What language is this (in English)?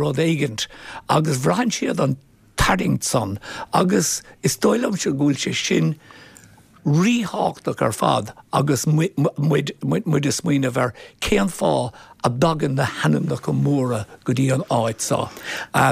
Irish